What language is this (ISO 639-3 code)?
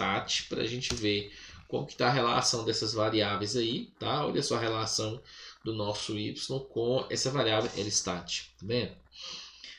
por